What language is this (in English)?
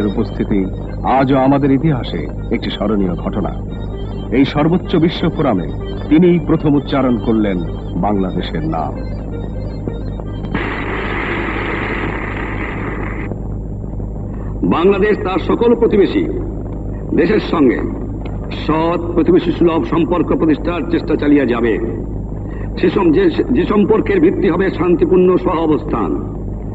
Bangla